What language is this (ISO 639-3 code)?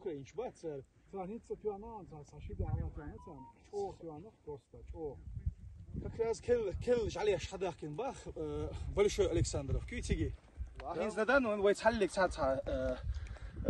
che